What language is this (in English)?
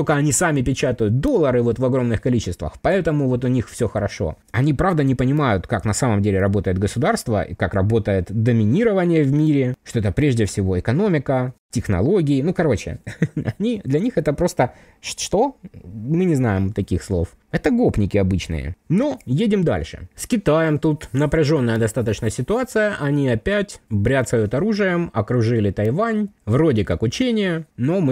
Russian